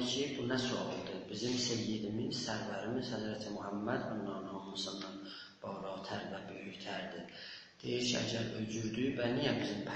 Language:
South Azerbaijani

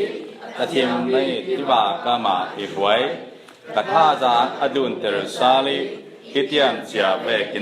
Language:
Falam Chin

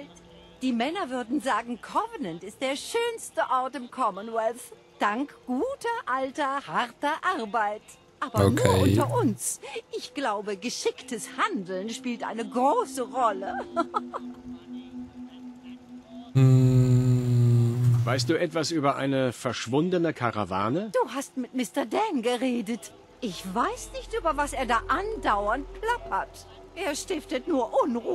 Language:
German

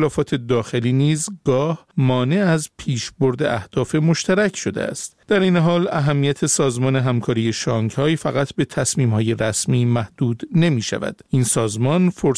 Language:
Persian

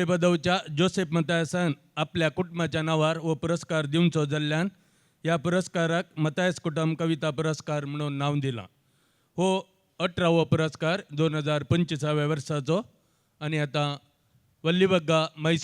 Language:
Konkani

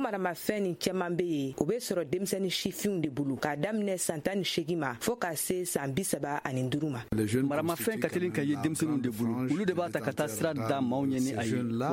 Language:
Bambara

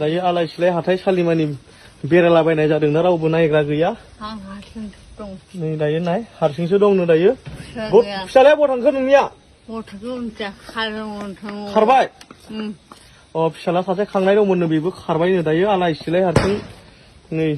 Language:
Bodo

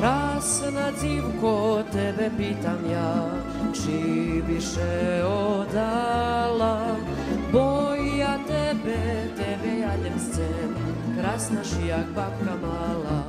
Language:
Rusyn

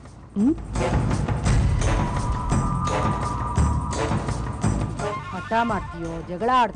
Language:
Kannada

